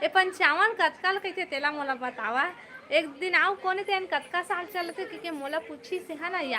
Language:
Chhattisgarhi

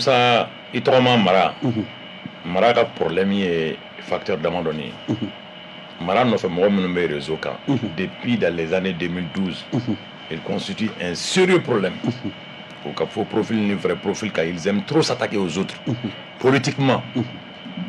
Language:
Bambara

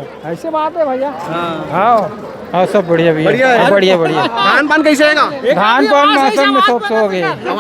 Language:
Chhattisgarhi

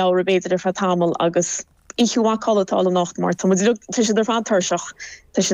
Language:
Irish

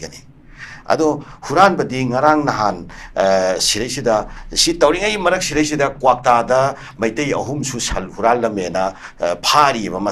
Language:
Manipuri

